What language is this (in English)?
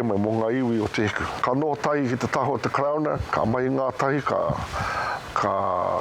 Māori